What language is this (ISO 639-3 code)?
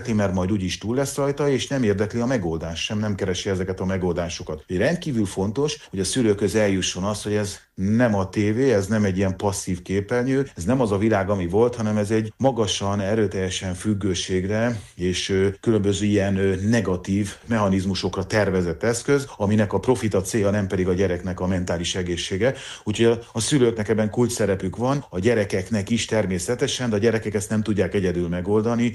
hun